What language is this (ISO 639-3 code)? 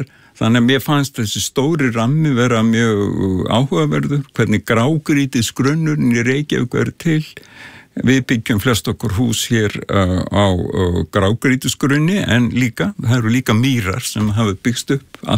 isl